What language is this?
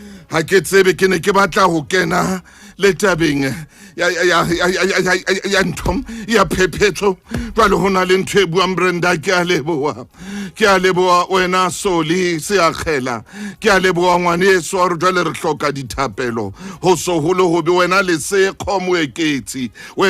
Southern Sotho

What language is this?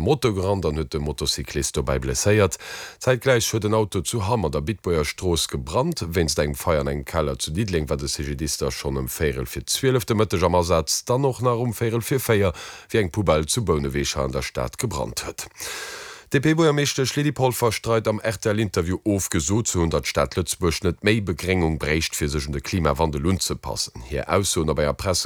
Luxembourgish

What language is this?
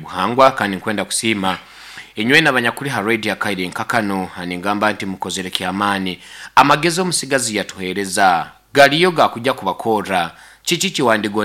Nyoro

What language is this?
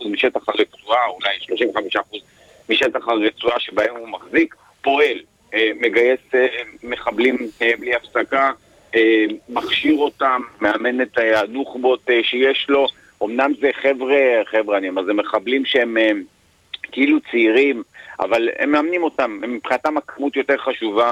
Hebrew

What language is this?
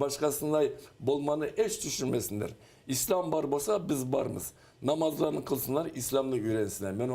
Crimean Tatar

